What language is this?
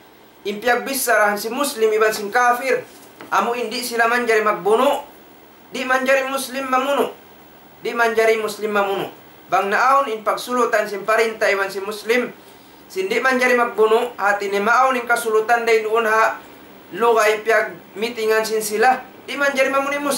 Tausug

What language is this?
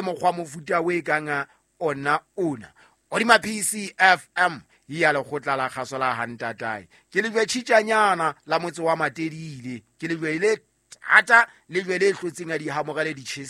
Southern Sotho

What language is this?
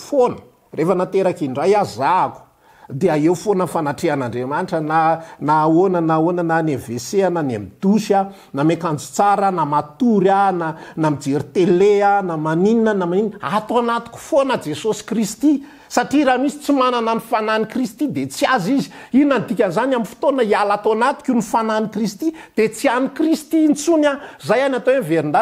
Malagasy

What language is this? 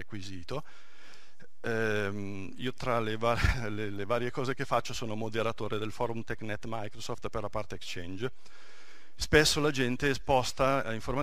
Italian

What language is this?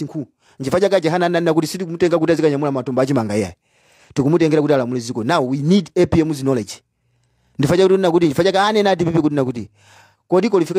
Nyanja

